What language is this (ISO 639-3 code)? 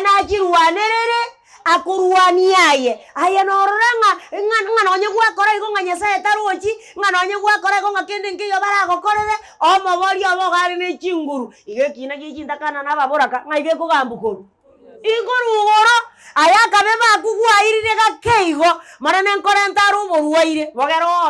guz